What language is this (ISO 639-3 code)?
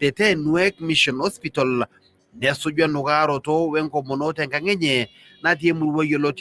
mas